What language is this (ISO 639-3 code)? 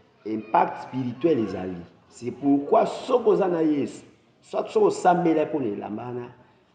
lin